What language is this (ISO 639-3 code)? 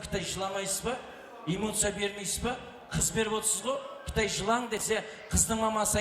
kaa